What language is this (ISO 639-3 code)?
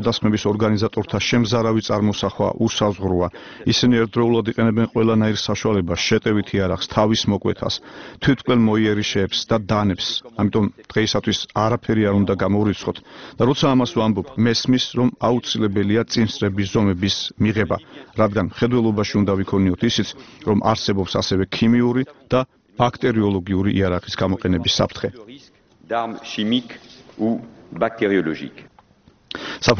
kat